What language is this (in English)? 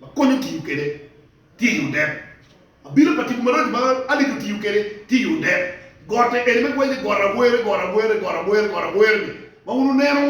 Acoli